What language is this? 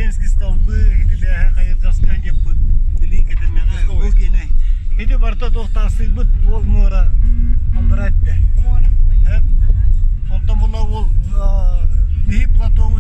Yakut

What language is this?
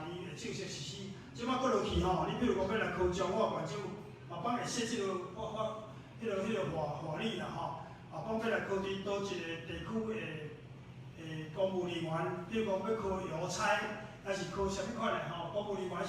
Min Nan Chinese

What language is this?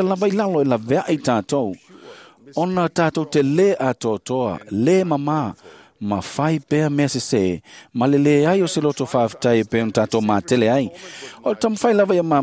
Samoan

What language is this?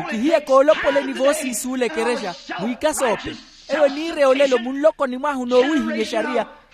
Makhuwa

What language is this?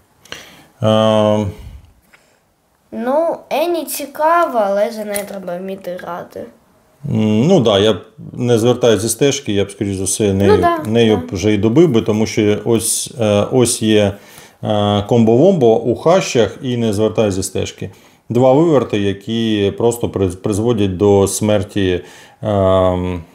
Ukrainian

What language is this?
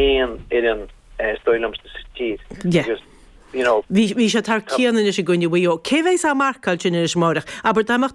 Irish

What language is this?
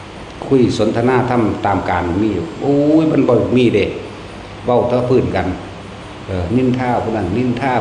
Northeastern Thai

